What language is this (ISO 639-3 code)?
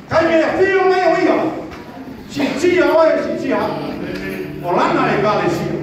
smo